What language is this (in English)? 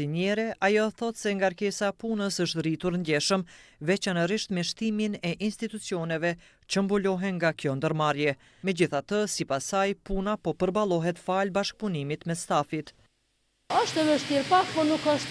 Albanian